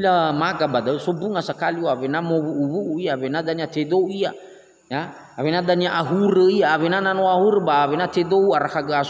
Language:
Nias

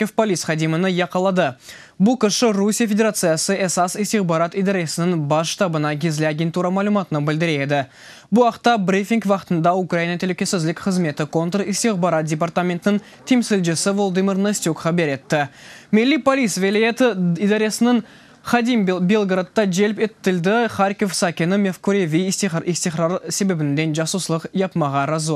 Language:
Crimean Tatar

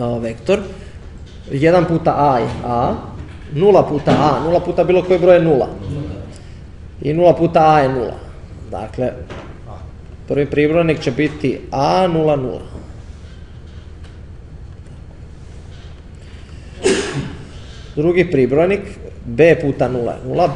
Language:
Croatian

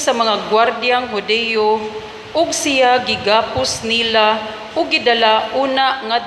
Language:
Cebuano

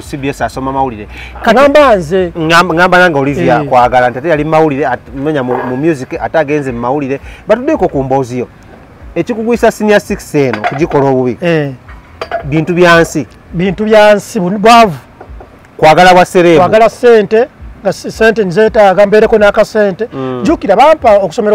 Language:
Ganda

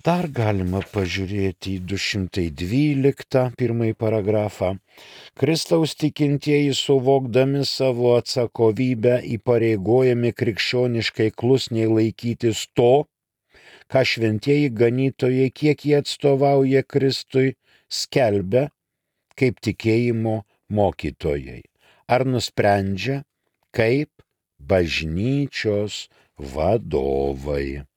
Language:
Lithuanian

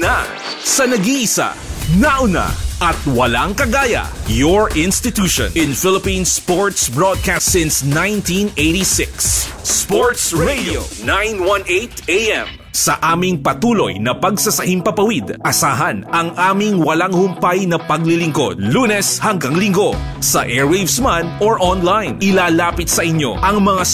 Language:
Filipino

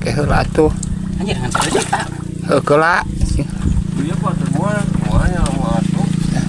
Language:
Sundanese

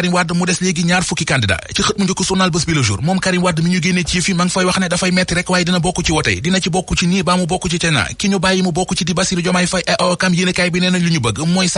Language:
Wolof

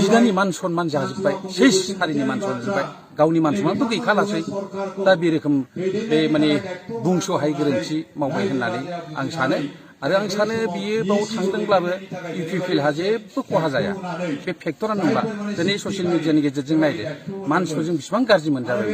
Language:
Bodo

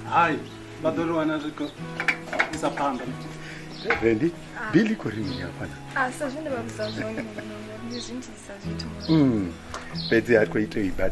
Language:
Venda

